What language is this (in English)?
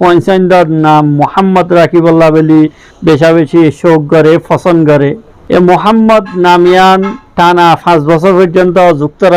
Rohingya